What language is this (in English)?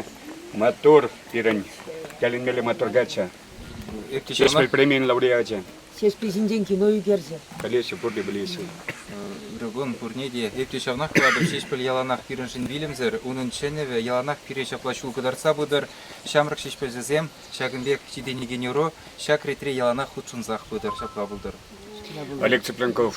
Chuvash